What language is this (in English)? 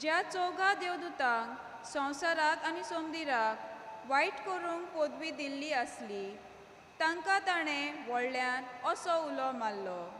Konkani